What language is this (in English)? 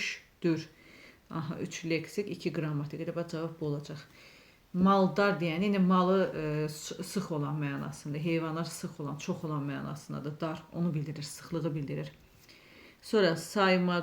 Azerbaijani